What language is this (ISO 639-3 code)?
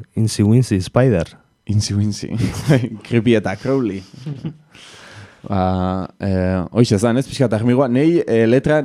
eus